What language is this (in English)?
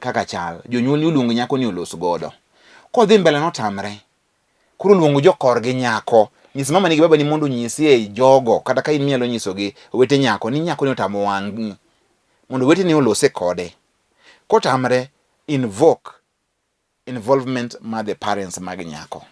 Luo (Kenya and Tanzania)